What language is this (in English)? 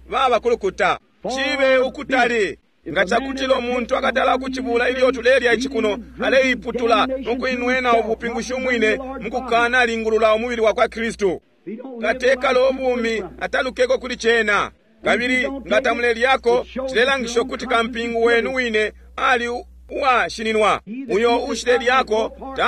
Bemba